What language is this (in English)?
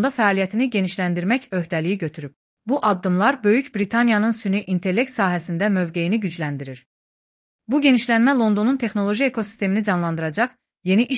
Azerbaijani